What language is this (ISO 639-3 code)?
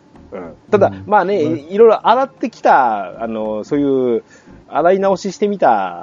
jpn